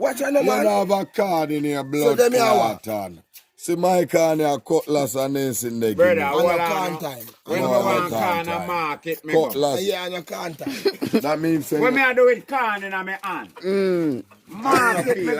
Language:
Jamaican Creole English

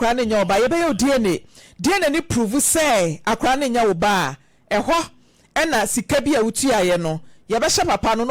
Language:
Akan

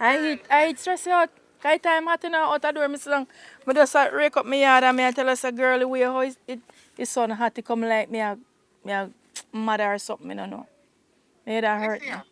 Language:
Jamaican Creole English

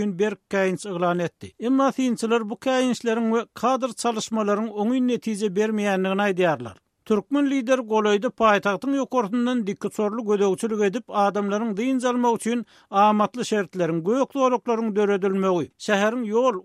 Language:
Turkmen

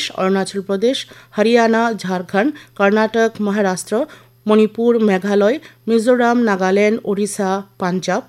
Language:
Kok Borok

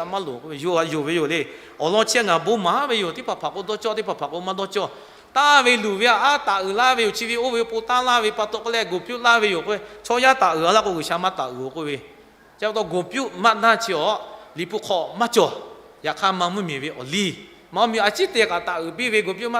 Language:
Lahu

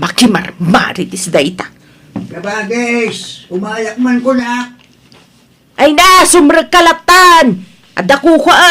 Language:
Iloko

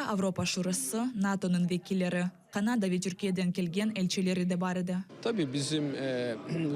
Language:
Crimean Tatar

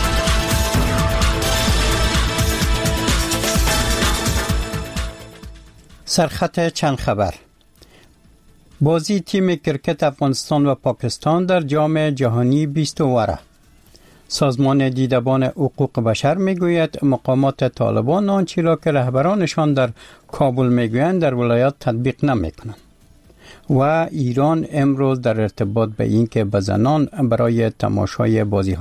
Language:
Persian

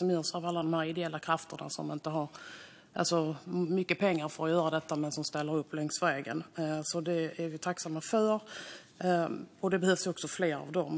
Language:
Swedish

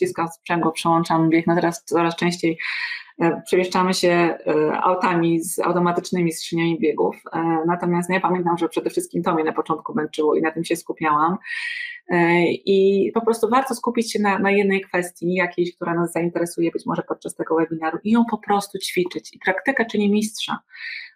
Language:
Polish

